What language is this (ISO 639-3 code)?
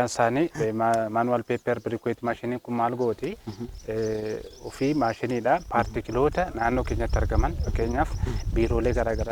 orm